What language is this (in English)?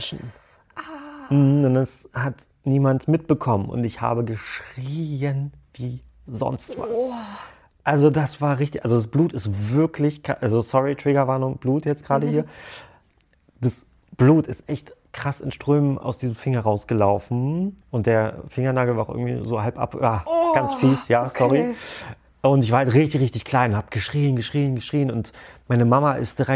German